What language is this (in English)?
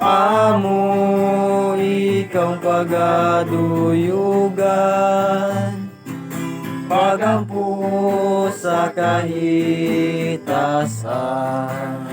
Cebuano